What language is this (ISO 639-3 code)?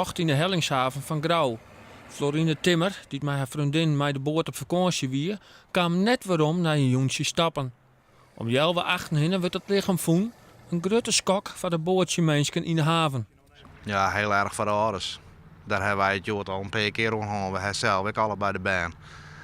fry